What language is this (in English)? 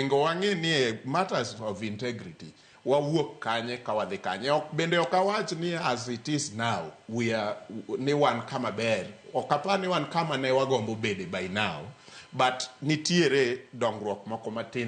Luo (Kenya and Tanzania)